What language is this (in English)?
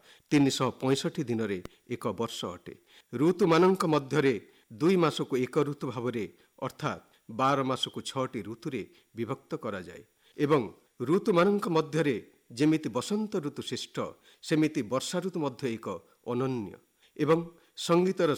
Odia